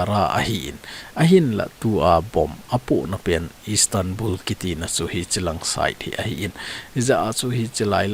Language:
Thado Chin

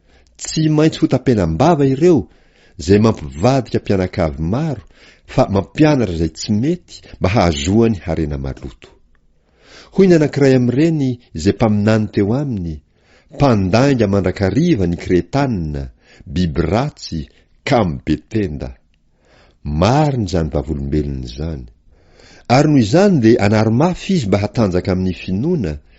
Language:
Malagasy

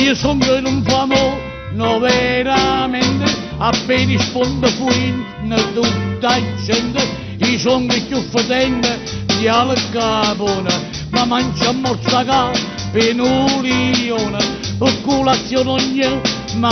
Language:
Neapolitan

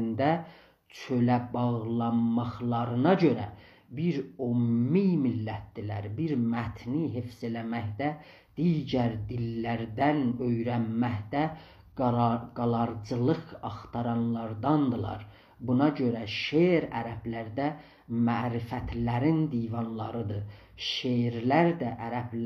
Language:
South Azerbaijani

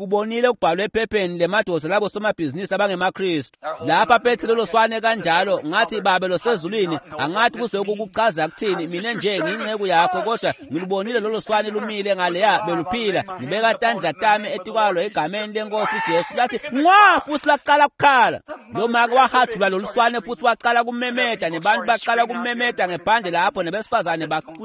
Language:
Swati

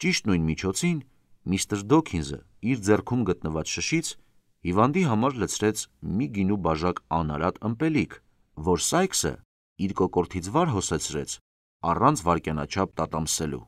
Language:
Armenian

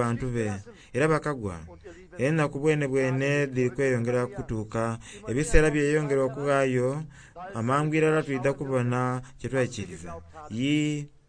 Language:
Soga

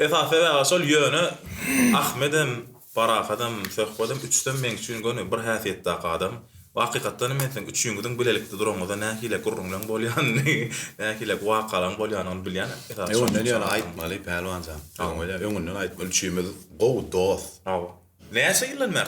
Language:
Turkmen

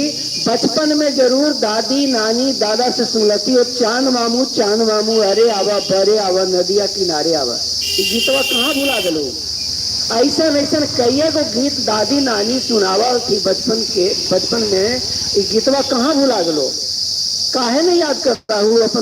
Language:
Magahi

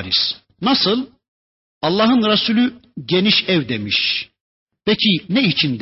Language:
Turkish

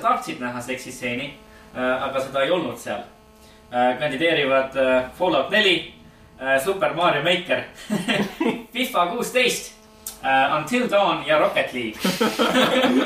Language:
Estonian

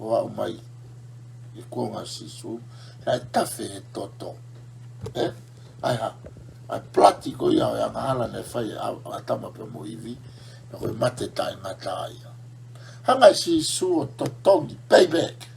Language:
Tongan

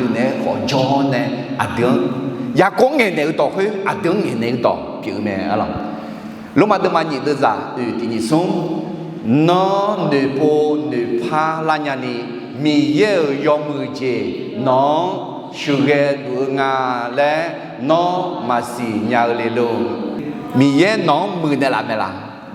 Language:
Akha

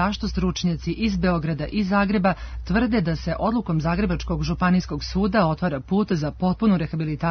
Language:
Serbian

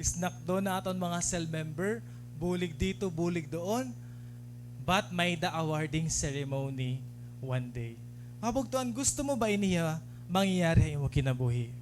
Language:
Waray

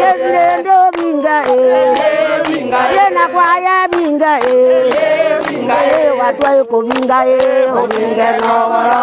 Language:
Meru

